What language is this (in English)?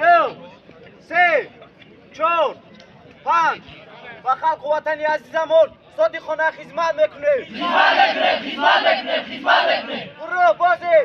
Tajik